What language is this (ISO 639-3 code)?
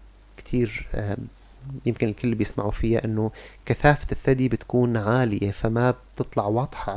apc